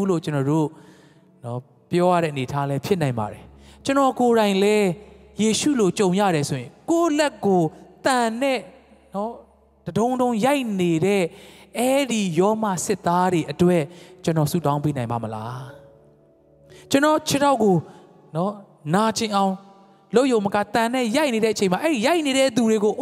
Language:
Burmese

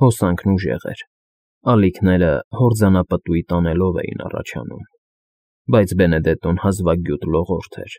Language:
Armenian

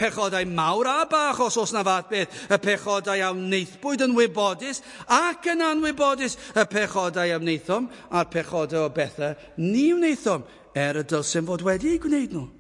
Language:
Welsh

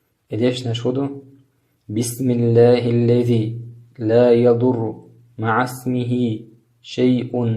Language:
Chechen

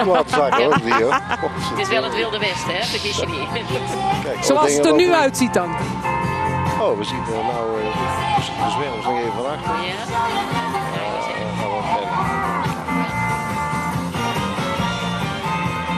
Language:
Dutch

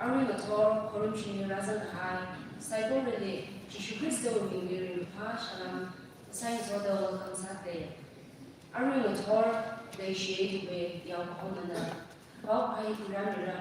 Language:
Tangkhul Naga (India)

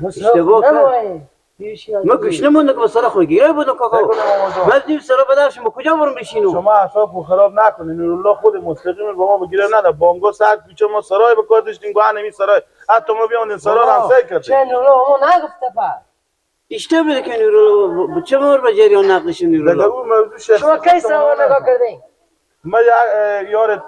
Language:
Persian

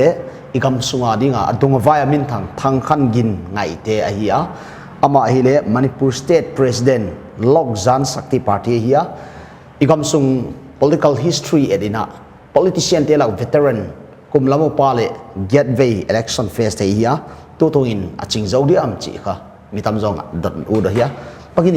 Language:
Paite Chin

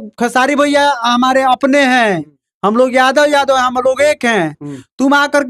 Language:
Bhojpuri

